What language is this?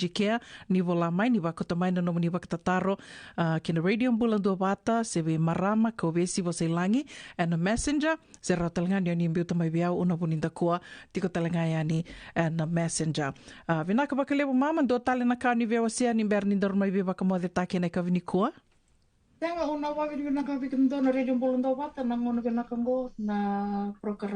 Fijian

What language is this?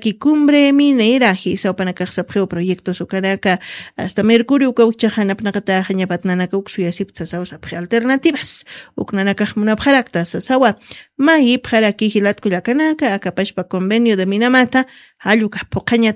Aymara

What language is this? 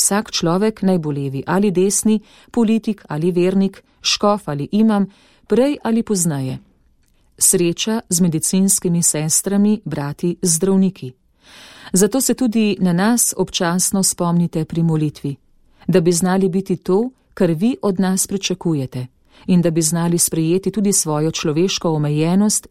Slovenian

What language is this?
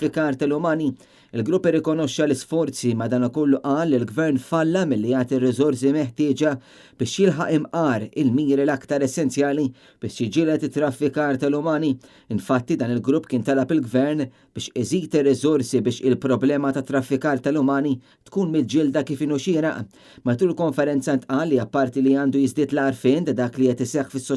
Maltese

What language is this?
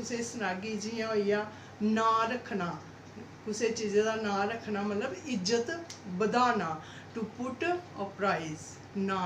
Dogri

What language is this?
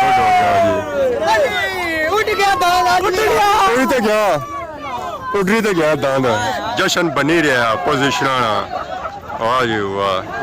Pahari-Potwari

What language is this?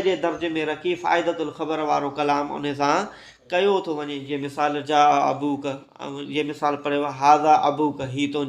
Sindhi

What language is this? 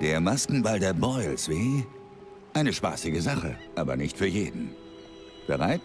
Bavarian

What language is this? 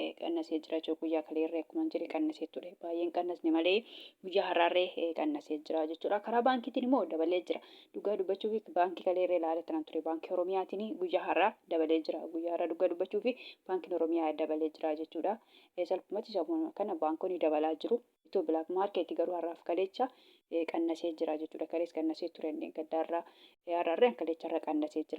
Oromo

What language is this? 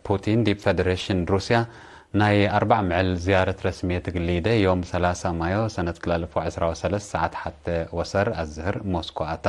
Tigre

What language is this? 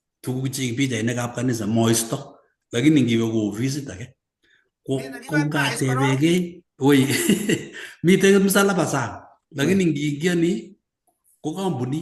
Kalenjin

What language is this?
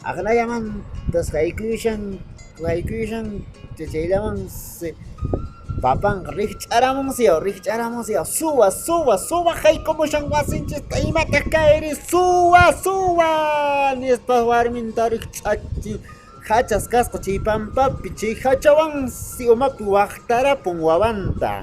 Quechua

